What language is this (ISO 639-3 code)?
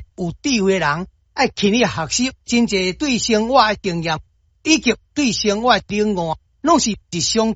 nan